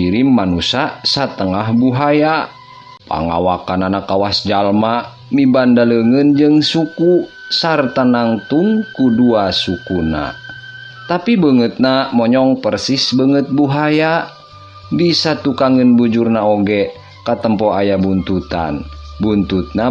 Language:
Sundanese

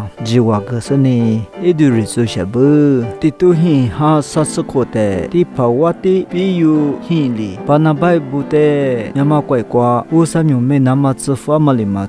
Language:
Lisu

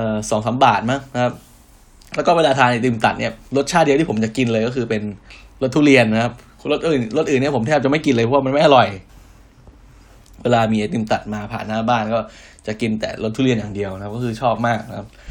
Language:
Thai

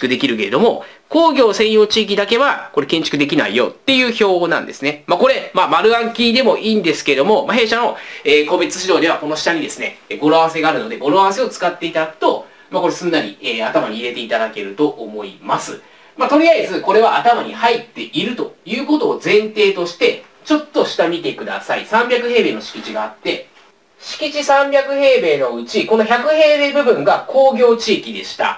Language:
Japanese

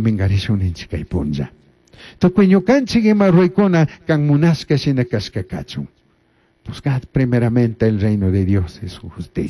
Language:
Chimborazo Highland Quichua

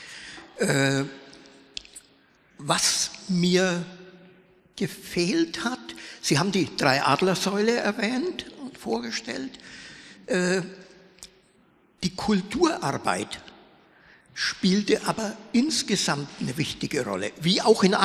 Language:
German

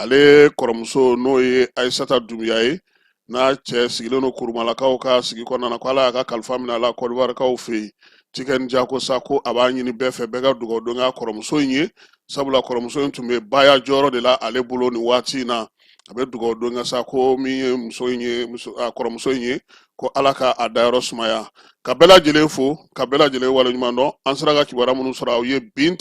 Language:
Bambara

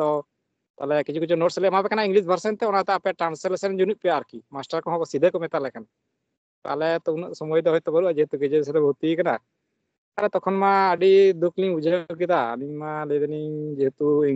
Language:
Santali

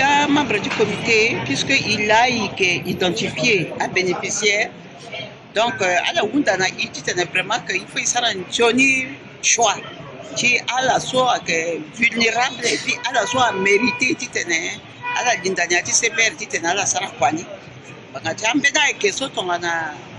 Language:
Sango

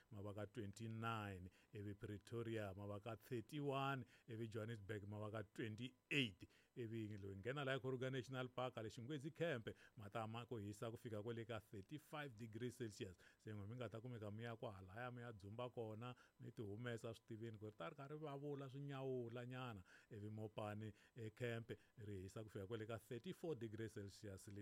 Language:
Tsonga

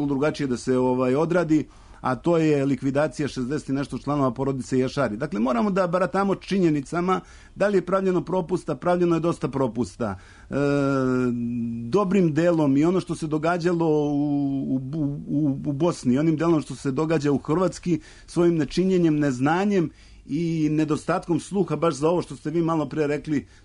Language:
Serbian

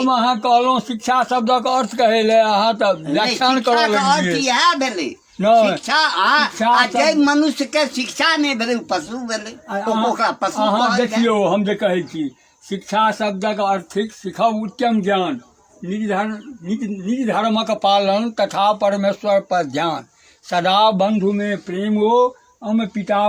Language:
Maithili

